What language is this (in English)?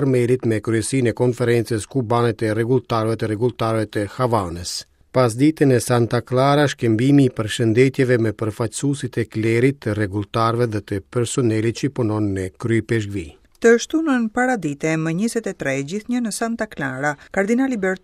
Albanian